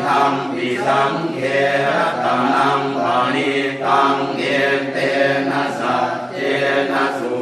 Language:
Pali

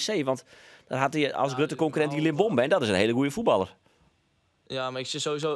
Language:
Western Frisian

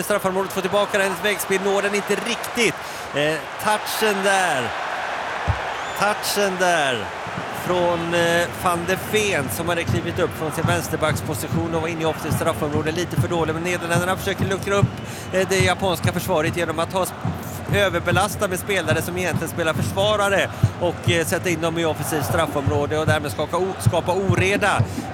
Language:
Swedish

